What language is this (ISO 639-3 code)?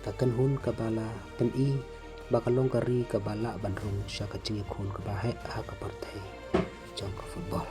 kha